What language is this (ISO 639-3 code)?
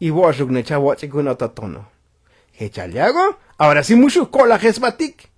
tzo